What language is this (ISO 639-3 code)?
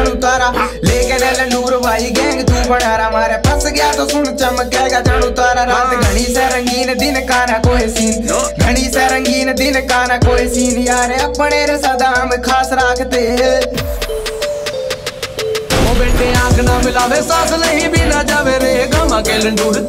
pan